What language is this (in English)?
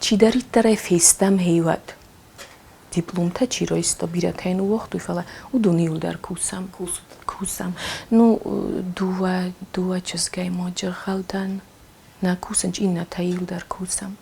Ossetic